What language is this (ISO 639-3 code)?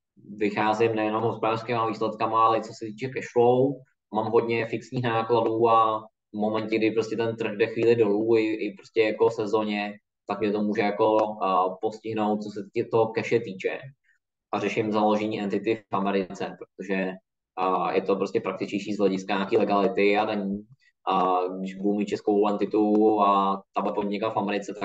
ces